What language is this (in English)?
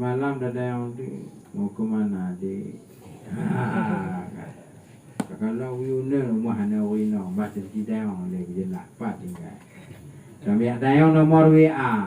Achinese